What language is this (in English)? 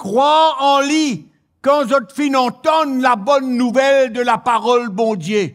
Morisyen